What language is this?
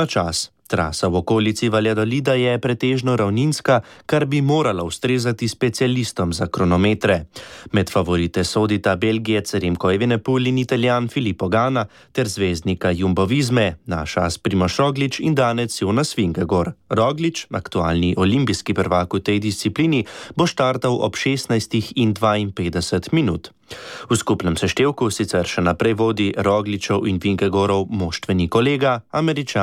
Slovenian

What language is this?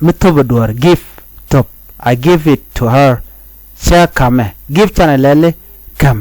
Nuer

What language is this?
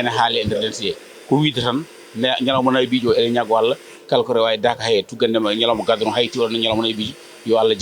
Fula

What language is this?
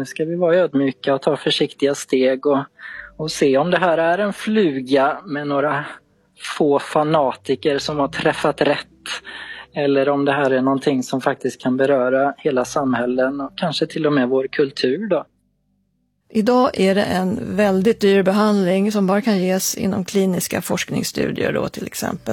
Swedish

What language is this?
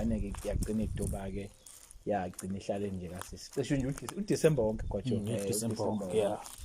Zulu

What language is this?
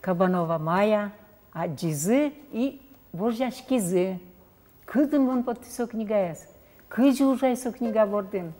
Udmurt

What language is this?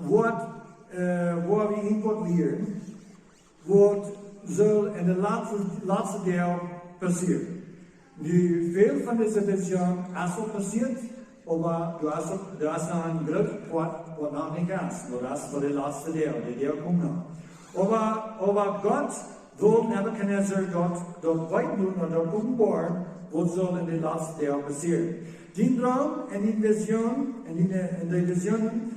Plautdietsch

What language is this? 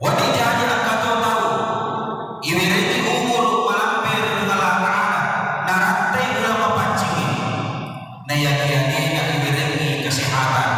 Buginese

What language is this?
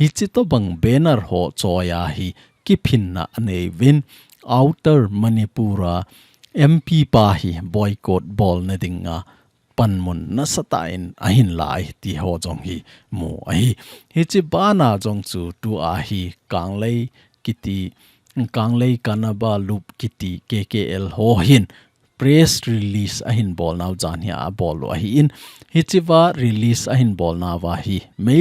Thado Chin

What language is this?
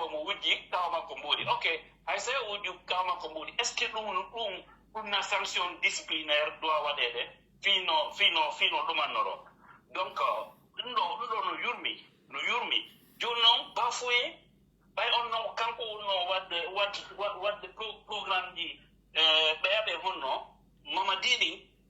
Pular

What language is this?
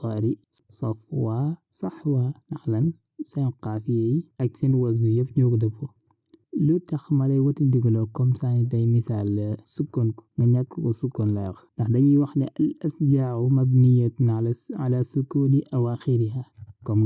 Wolof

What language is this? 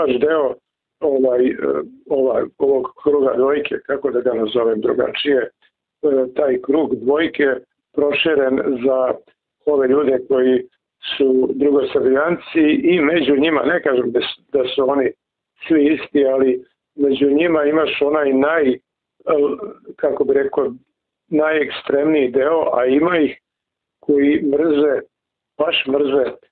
Serbian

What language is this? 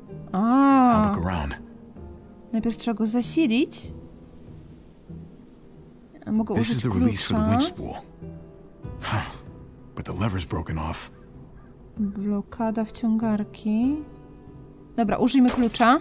Polish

